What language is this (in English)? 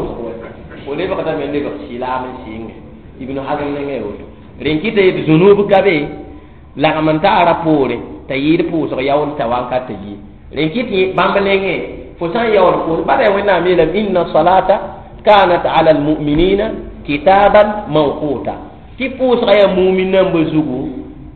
Mossi